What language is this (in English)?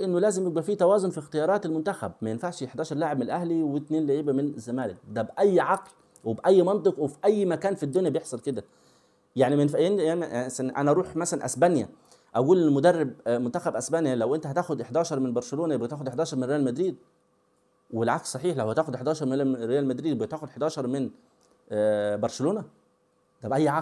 Egyptian Arabic